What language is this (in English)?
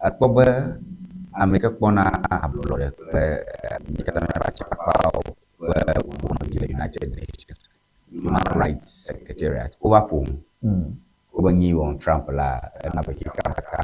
Ewe